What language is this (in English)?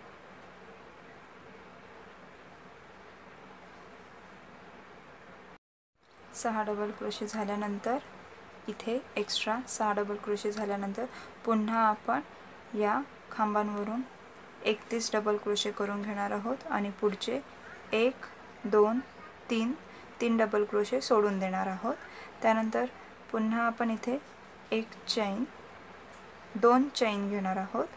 Marathi